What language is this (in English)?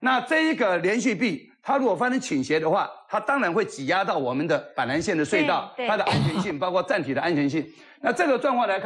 Chinese